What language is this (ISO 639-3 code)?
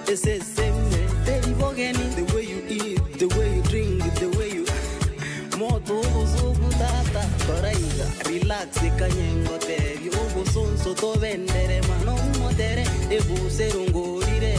guz